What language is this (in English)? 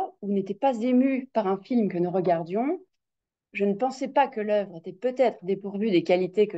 French